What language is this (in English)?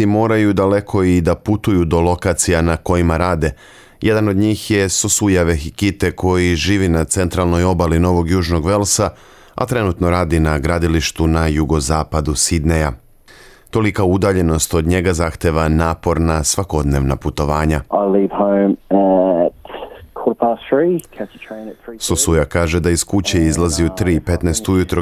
Serbian